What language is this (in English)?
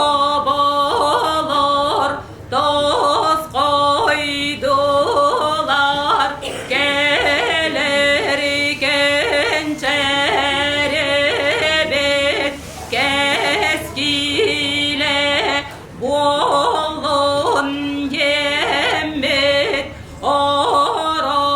Yakut